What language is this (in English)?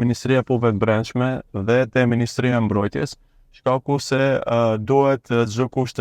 Albanian